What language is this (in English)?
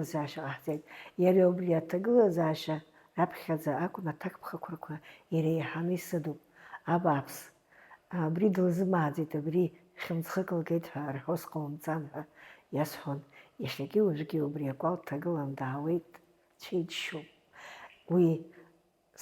Abkhazian